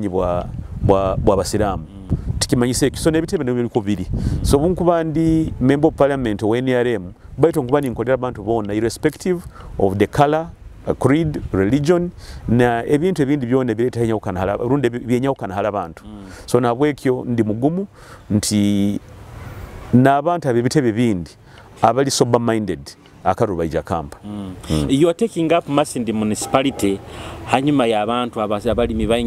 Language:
Nyoro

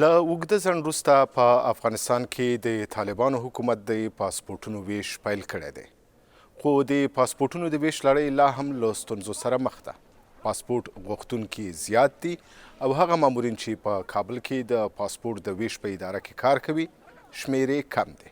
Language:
Pashto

